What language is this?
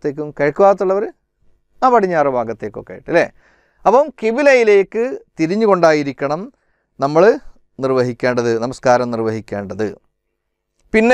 Malayalam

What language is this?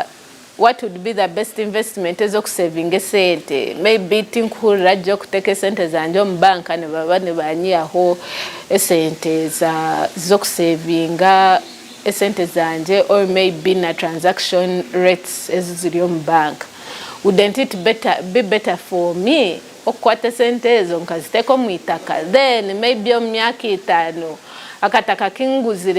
Tooro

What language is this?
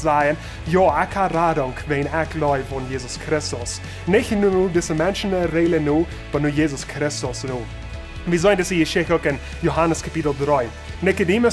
Plautdietsch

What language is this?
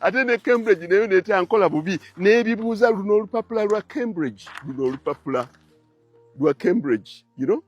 Ganda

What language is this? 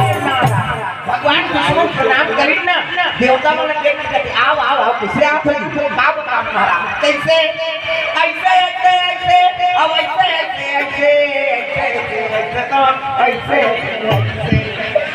Chhattisgarhi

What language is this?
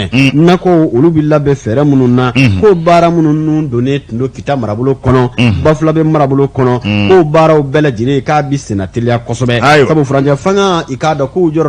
Bambara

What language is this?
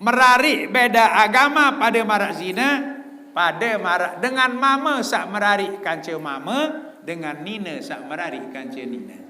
Sasak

